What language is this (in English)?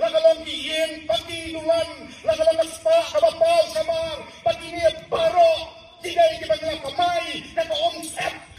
Khasi